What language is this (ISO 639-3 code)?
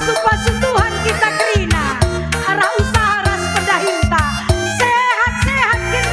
btx